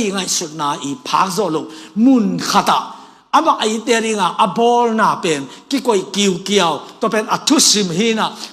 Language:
Tedim Chin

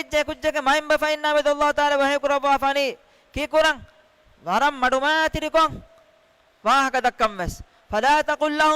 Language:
Divehi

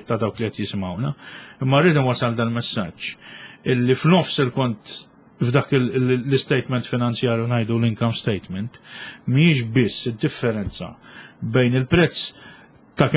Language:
Maltese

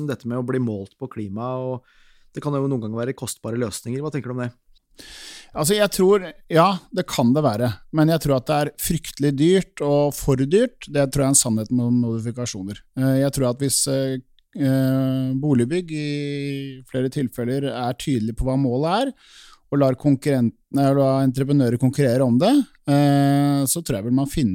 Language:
Norwegian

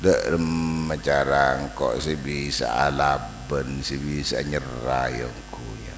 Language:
Madurese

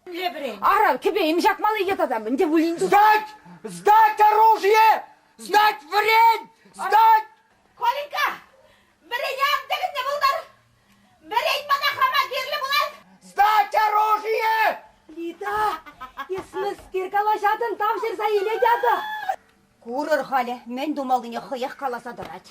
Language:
Chuvash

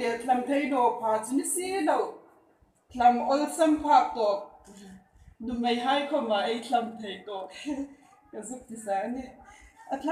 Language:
Hmar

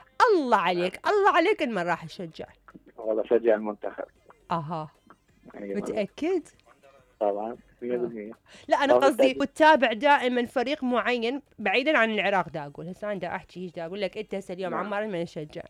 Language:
Mesopotamian Arabic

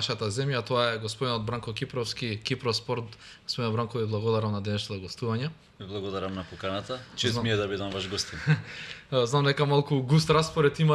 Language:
Macedonian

